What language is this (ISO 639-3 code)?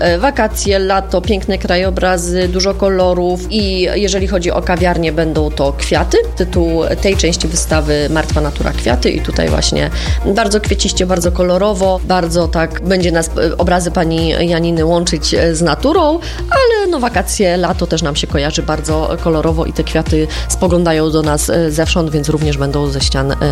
pol